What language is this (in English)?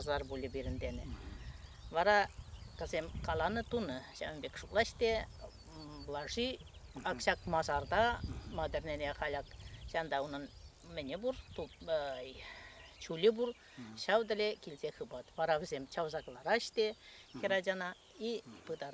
Chuvash